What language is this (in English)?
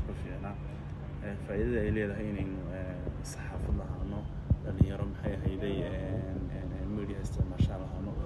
Somali